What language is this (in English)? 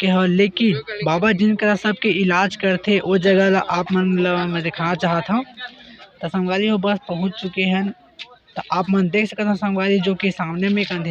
Chhattisgarhi